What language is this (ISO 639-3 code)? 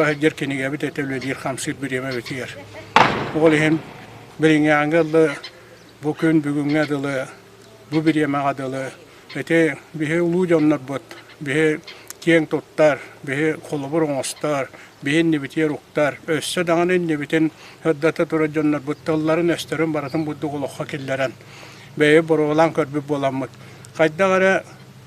sah